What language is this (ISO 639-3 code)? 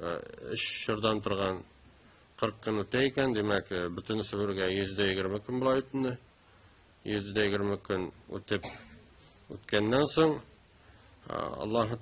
tat